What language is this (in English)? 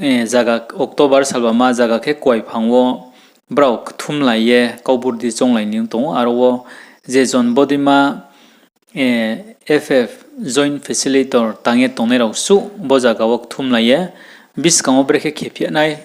Riang (India)